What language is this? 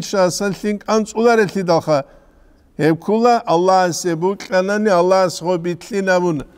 Avaric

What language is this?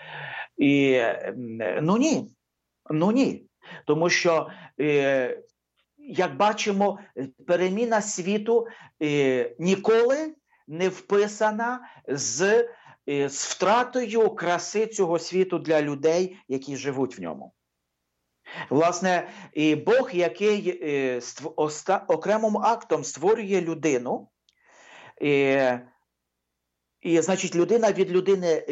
Ukrainian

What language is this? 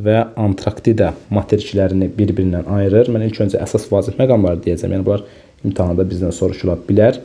Azerbaijani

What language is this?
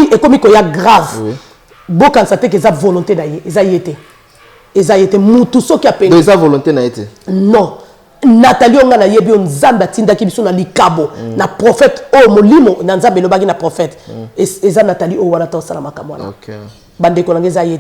Lingala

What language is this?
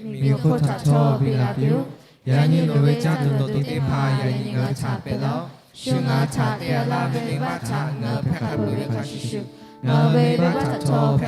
Lahu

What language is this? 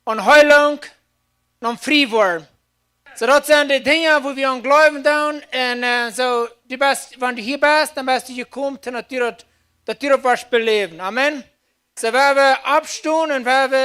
Plautdietsch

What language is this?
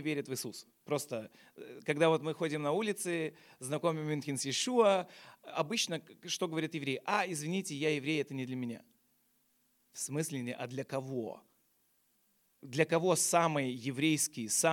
Russian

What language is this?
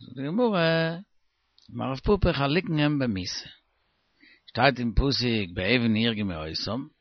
Yiddish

